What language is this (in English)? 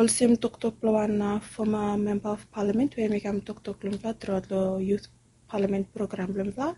Bislama